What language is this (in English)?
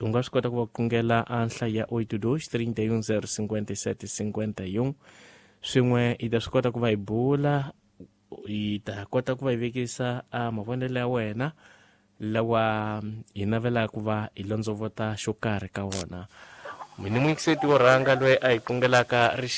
Tsonga